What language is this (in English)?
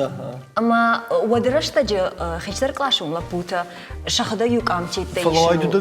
Ossetic